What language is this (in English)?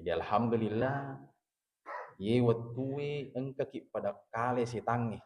Buginese